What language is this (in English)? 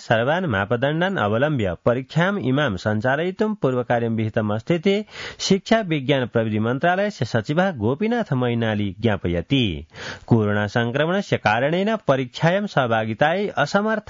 Sanskrit